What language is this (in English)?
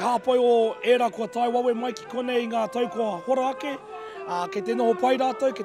Māori